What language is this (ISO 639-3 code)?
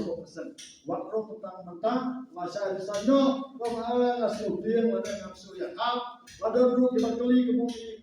kha